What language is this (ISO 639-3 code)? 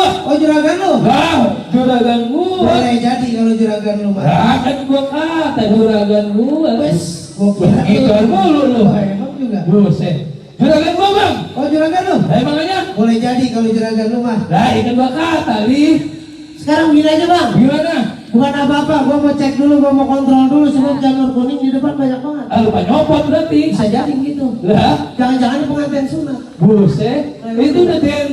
bew